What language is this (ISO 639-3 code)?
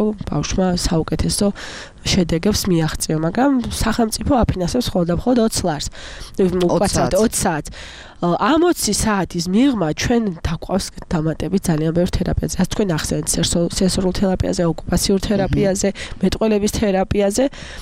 kat